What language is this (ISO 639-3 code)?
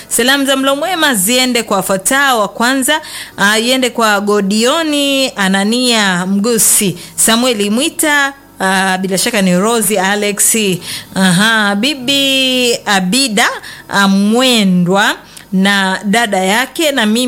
swa